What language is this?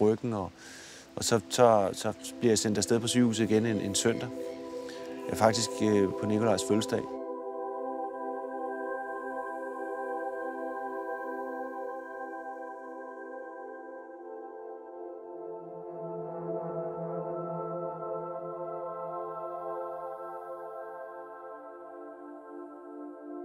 Danish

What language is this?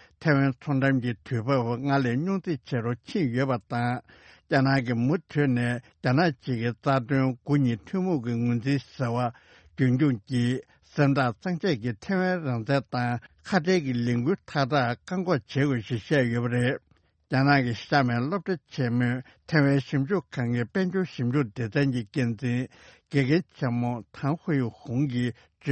Tibetan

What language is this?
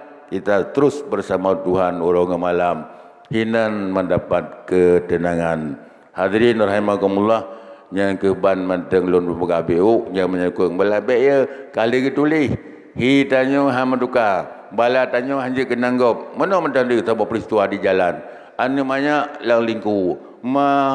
Achinese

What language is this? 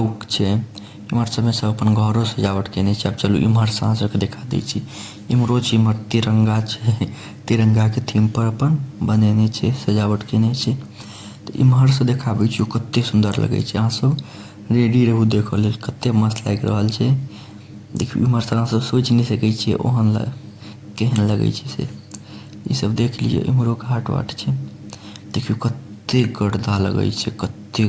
Maithili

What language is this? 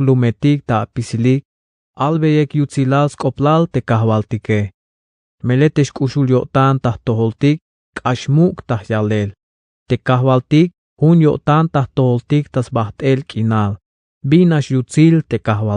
Tzeltal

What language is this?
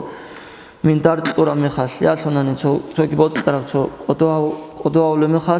Avaric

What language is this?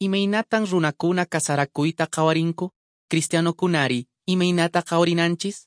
Quechua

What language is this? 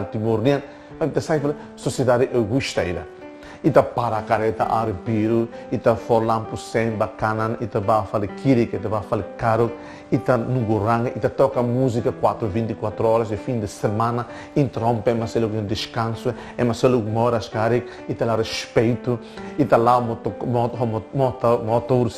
Tetum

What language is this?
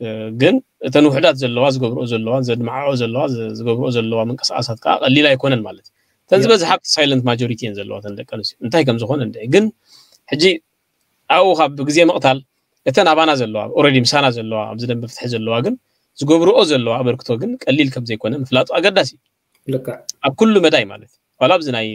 Tigrinya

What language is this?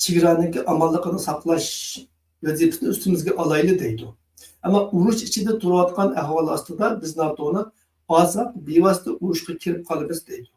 Uyghur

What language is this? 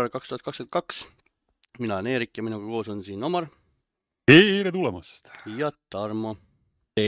Estonian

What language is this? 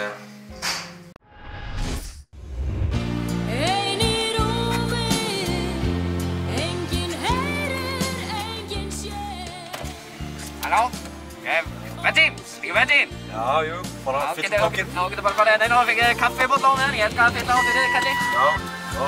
Icelandic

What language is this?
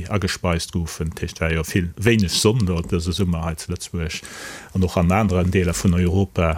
Luxembourgish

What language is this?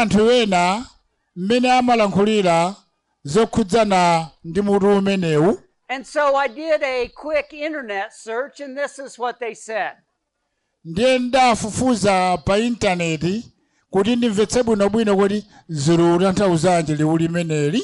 Nyanja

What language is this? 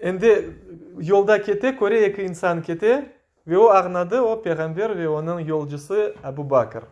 Crimean Tatar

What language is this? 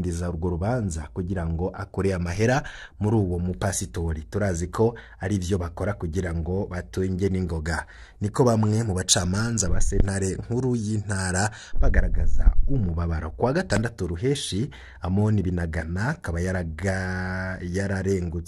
Rundi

